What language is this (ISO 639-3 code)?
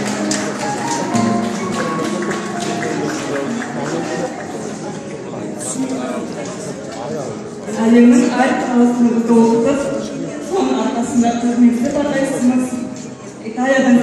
kaz